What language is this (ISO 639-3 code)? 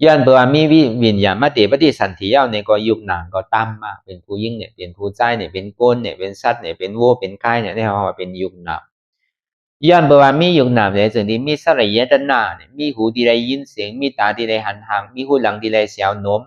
shn